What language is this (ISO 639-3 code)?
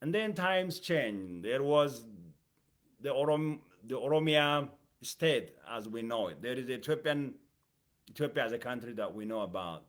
eng